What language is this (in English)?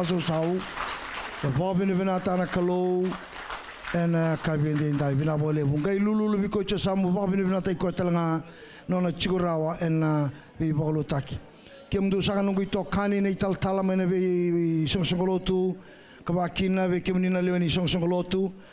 Fijian